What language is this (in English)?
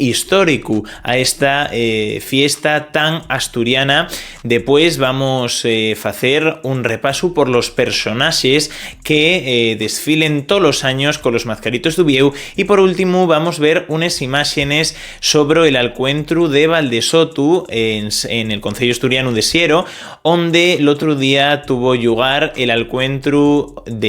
Asturian